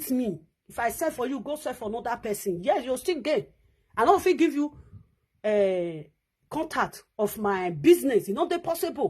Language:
Nigerian Pidgin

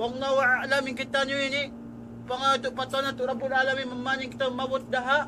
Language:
Tausug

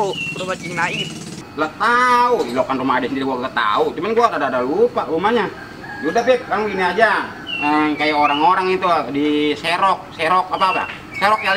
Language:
Betawi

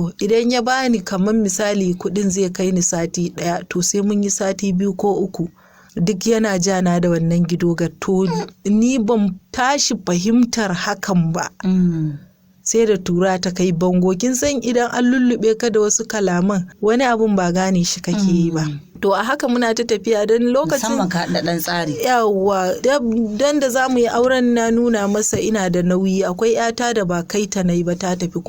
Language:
Hausa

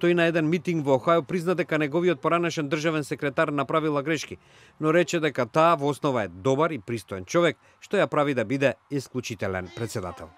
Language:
Macedonian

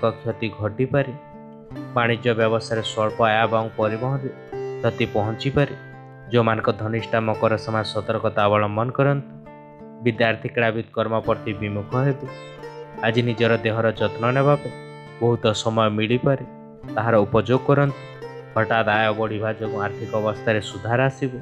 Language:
Odia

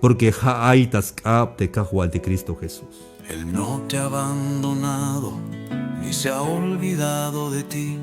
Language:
Tzeltal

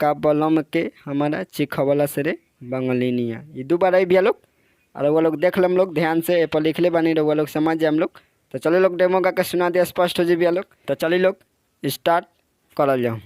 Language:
Bhojpuri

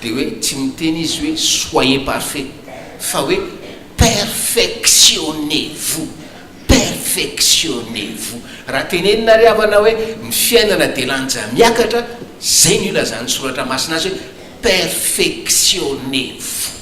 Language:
Malagasy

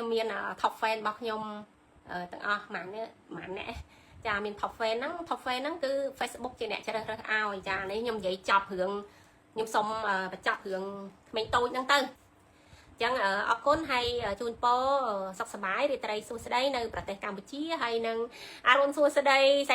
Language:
Khmer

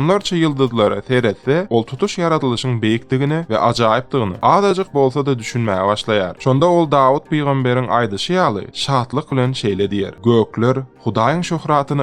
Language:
Turkmen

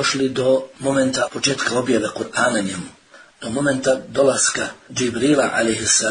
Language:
Bosnian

